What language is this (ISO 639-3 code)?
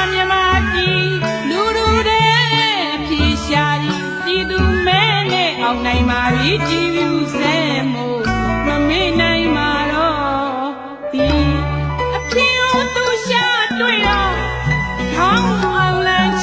mya